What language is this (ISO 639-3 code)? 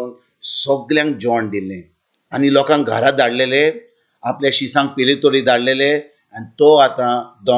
kok